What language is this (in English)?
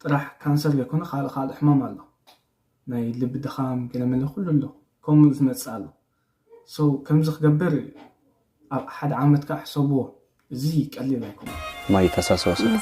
Tigrinya